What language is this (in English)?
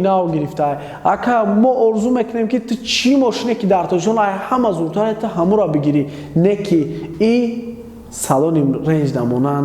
Tajik